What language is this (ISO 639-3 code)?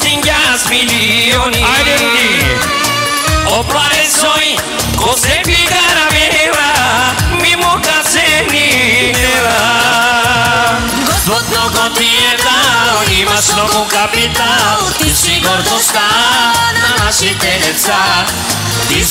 bul